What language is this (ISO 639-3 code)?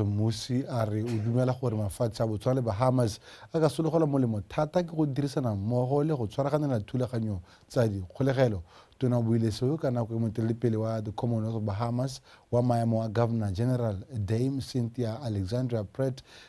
tsn